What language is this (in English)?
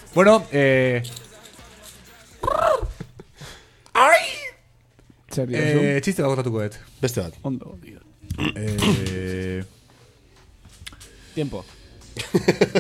Basque